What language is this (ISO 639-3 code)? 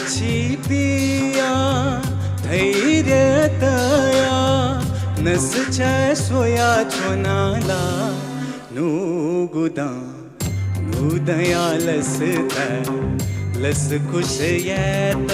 new